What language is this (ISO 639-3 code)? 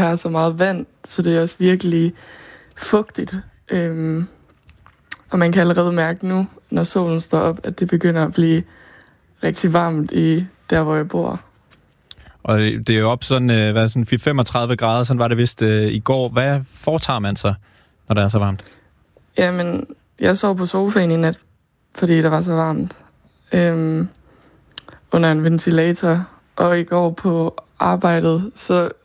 dan